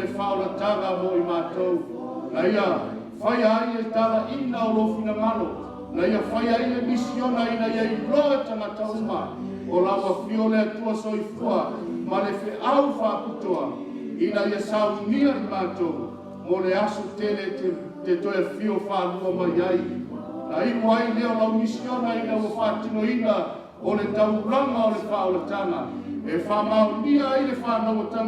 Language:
Samoan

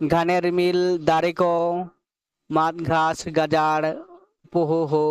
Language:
Santali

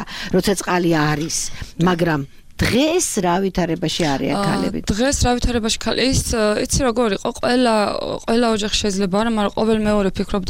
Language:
Georgian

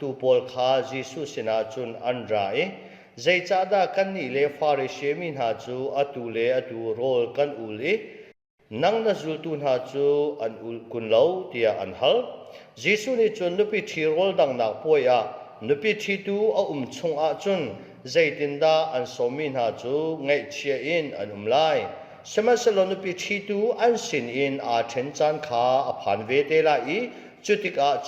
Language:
Hakha Chin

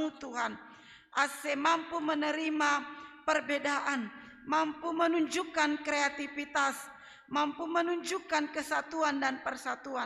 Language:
Batak Simalungun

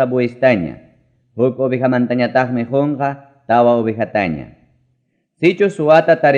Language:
Ayacucho Quechua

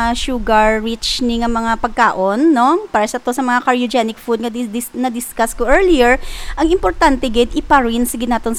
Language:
Hiligaynon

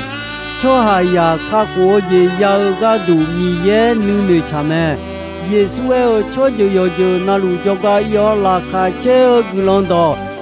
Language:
Akha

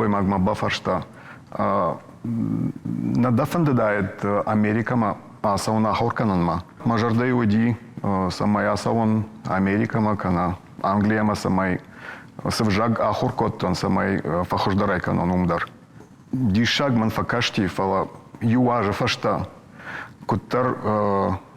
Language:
Ossetic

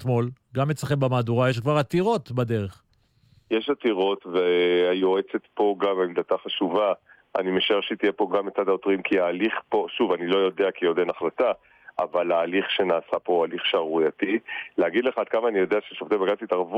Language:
Hebrew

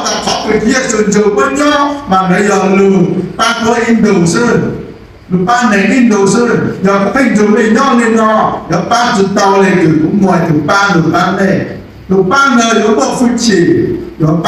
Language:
Hmong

